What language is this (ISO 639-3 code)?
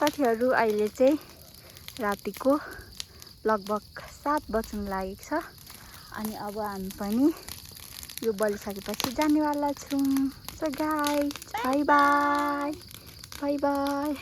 nep